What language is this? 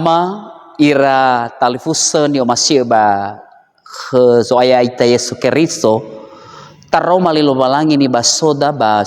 Nias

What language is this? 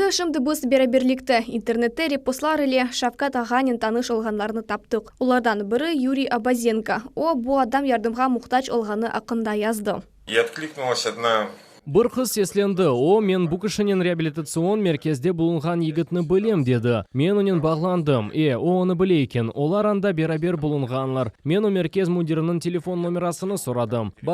Crimean Tatar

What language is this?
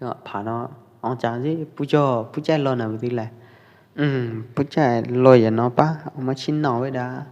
Pwo Eastern Karen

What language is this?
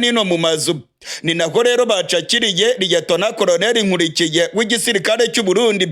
Rundi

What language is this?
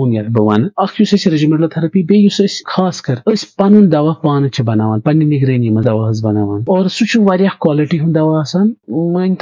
Kashmiri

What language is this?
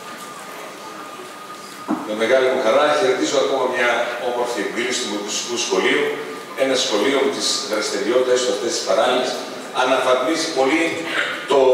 Greek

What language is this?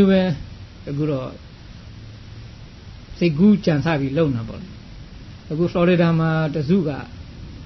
Burmese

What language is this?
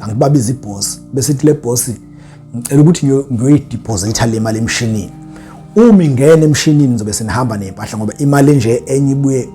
Zulu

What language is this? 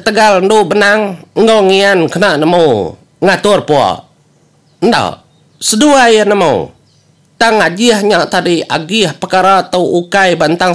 Iban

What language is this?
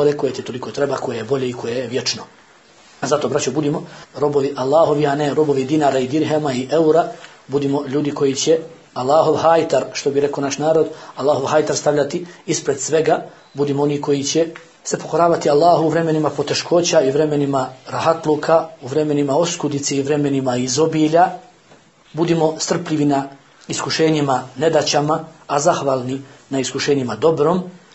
Bosnian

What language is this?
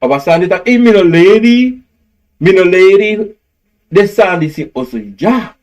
Sranan Tongo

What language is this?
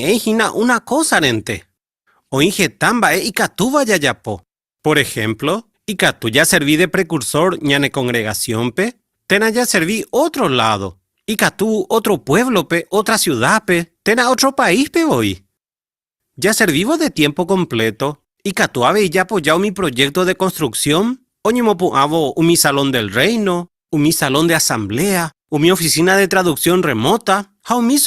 Guarani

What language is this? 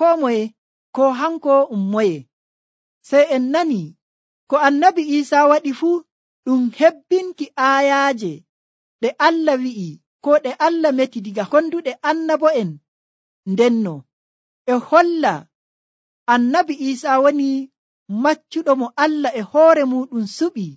Nigerian Fulfulde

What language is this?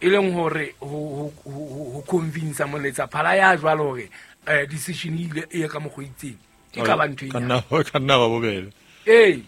Southern Sotho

